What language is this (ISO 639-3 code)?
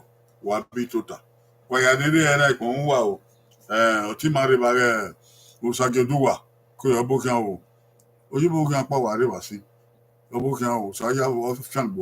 bin